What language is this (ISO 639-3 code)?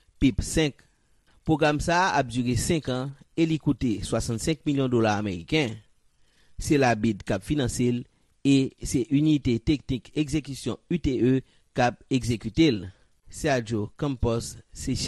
hat